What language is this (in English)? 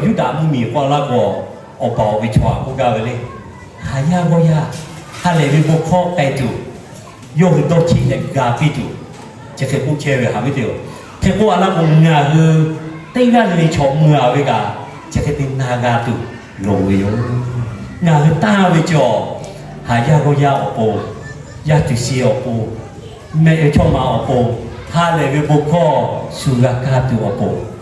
Lahu